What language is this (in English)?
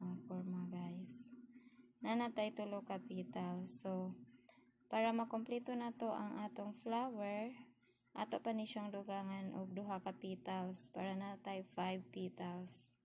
Cebuano